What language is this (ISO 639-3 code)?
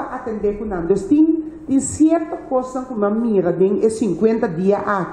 pap